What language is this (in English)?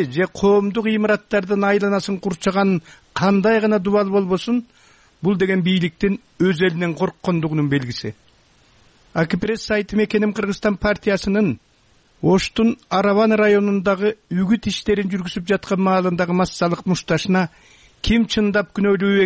Kyrgyz